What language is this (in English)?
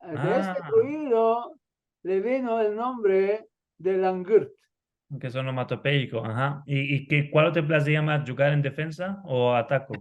Ladino